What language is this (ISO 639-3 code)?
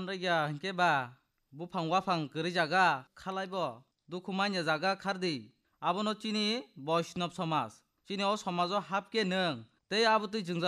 trp